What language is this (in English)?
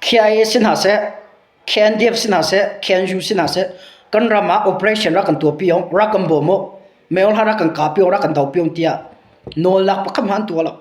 Hakha Chin